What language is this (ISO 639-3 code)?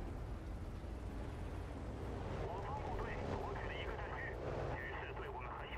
zho